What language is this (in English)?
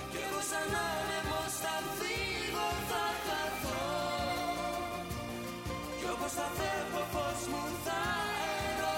Greek